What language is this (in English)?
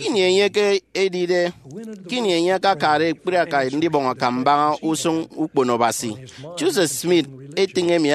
Efik